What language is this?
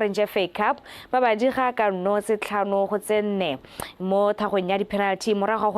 Tswana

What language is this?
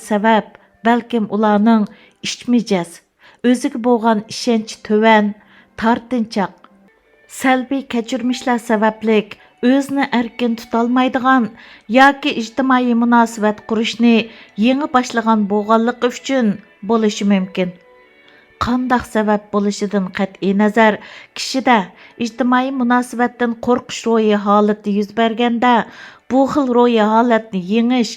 Uyghur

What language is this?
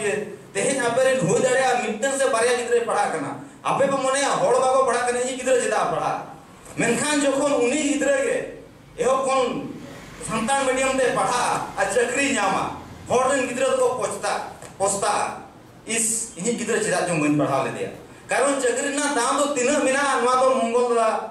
Santali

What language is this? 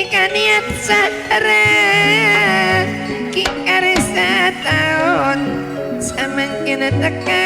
Madurese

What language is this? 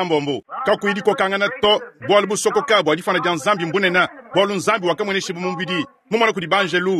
Luba-Lulua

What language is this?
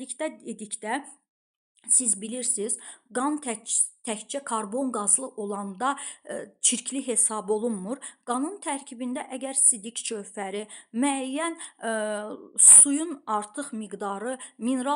Azerbaijani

